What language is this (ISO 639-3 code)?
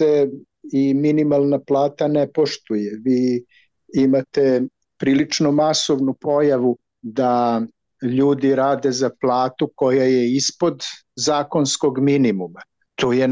srp